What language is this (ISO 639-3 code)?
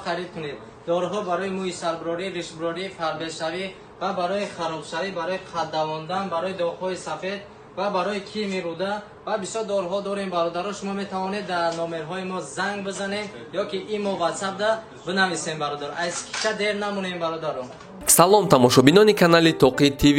tgk